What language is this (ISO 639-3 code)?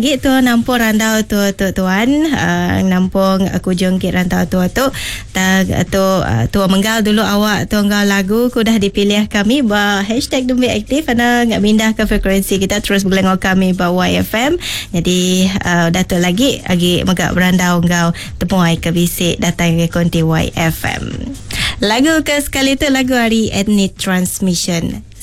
iba